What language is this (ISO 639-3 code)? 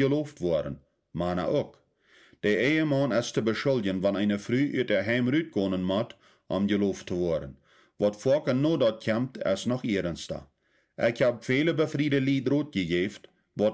pdt